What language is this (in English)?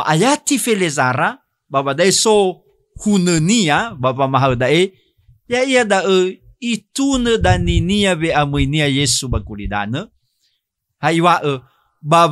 Nias